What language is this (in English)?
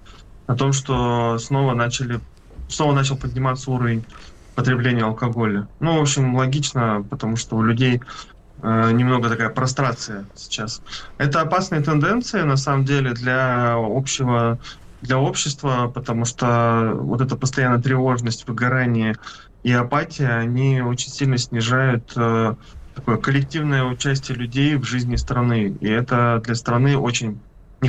Russian